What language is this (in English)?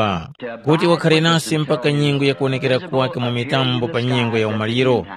Tumbuka